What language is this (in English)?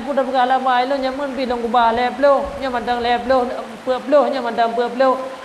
Achinese